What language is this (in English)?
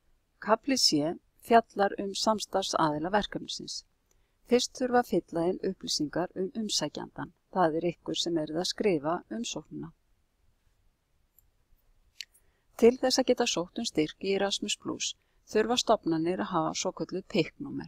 Icelandic